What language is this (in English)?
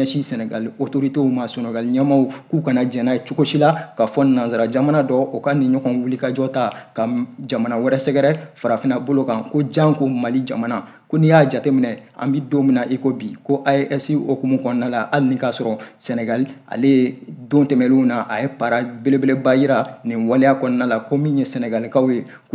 Bambara